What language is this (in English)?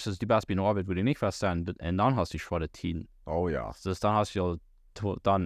Plautdietsch